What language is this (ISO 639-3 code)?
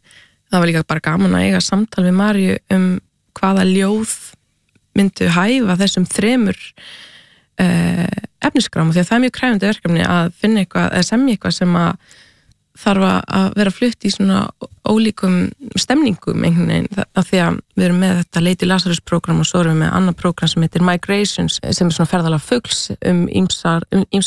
isl